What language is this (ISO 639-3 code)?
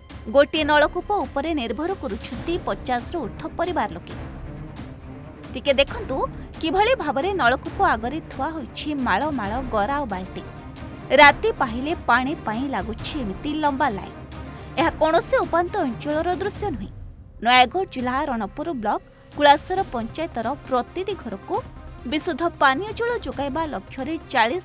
ori